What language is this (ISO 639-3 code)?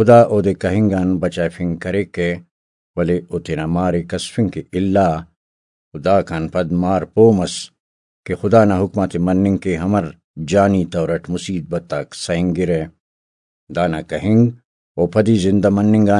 brh